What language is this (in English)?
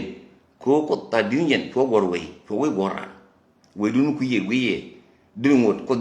Nuer